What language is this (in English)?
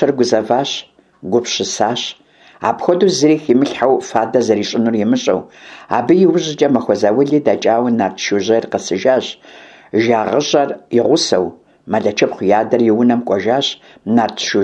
Kabardian